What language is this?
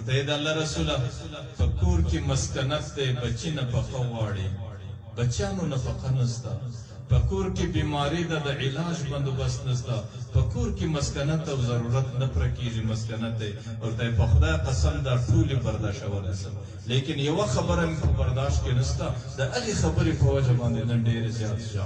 Pashto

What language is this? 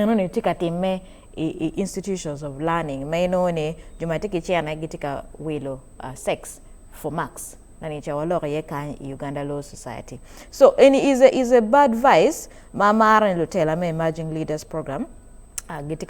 Acoli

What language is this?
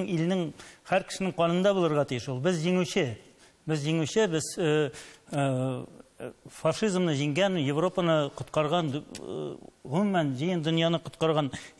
Tatar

